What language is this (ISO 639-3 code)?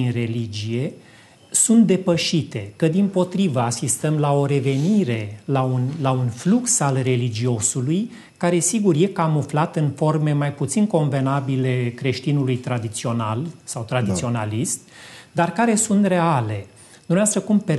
ron